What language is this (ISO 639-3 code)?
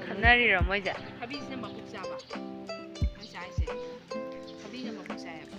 mni